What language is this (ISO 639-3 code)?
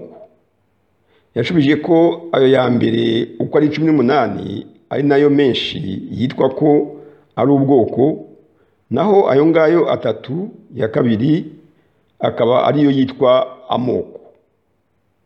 kin